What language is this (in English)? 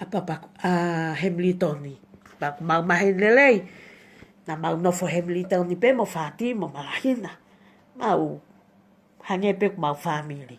Tongan